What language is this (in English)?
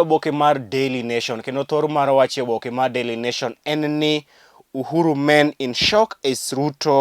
Luo (Kenya and Tanzania)